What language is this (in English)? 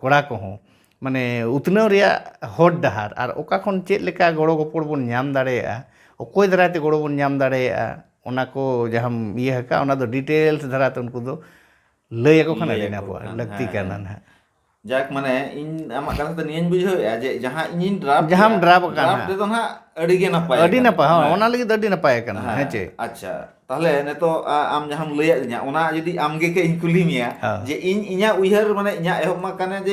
Santali